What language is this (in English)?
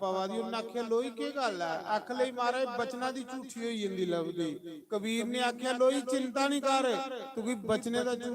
Dogri